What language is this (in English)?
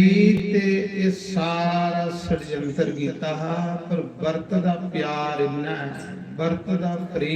Dogri